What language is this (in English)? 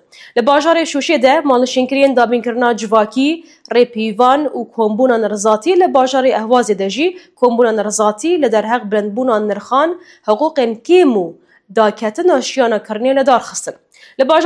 Kurdish